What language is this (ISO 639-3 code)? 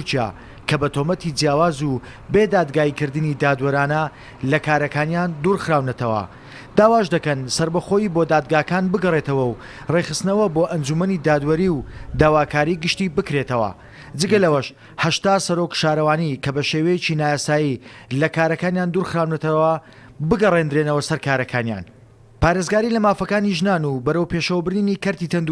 ckb